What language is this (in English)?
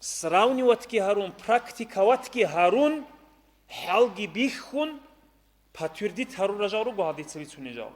Avaric